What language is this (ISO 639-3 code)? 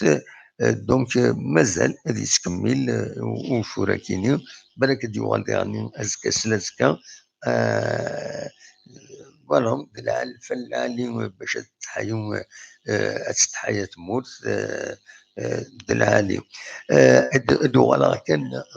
kab